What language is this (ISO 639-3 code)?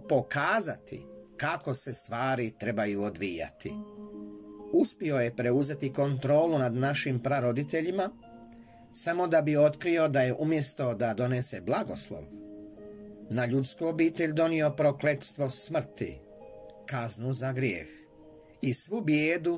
hrv